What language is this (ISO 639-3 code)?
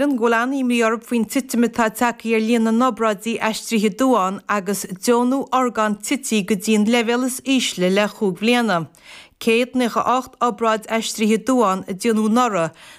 gle